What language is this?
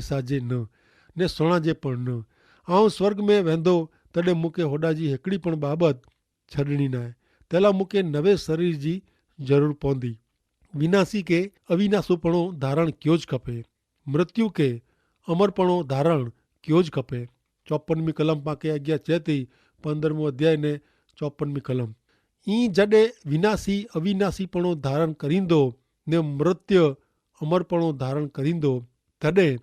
Kachhi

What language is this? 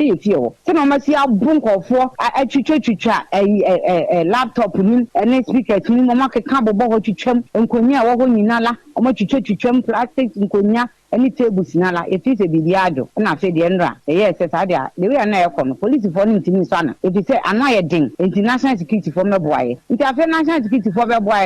Akan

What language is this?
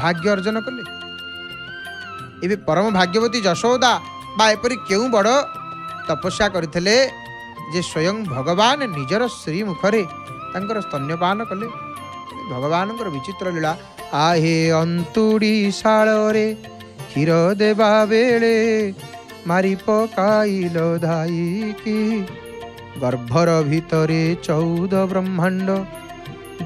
Odia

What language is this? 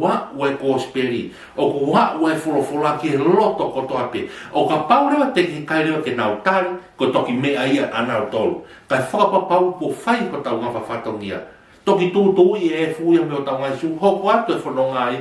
Tongan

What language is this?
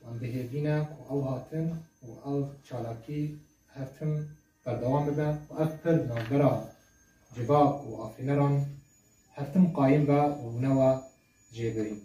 Kurdish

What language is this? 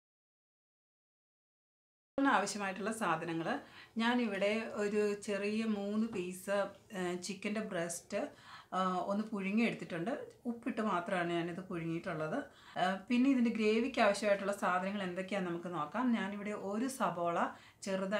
Malayalam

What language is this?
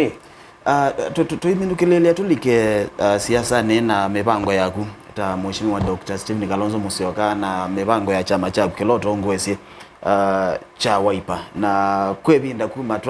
Kamba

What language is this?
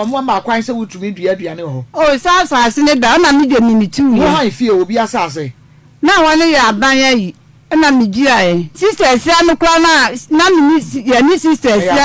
Akan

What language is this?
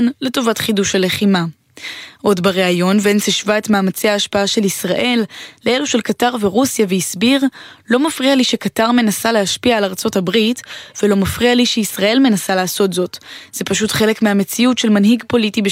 Hebrew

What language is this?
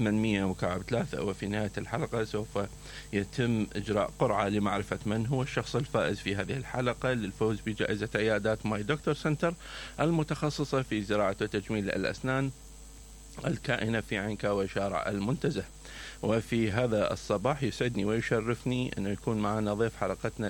Mesopotamian Arabic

